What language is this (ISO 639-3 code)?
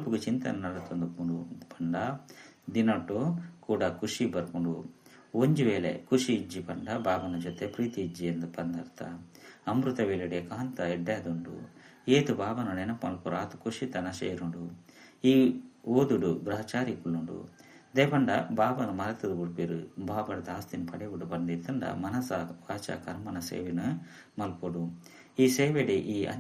tcy